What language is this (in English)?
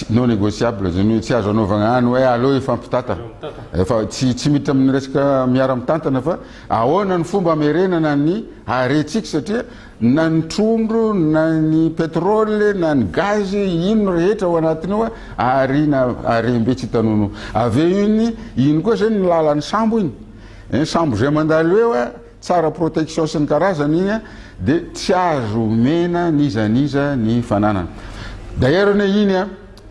Malagasy